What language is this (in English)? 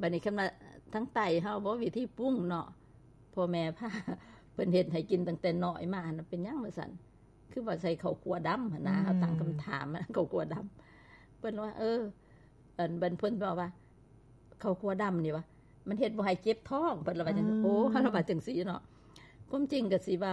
Lao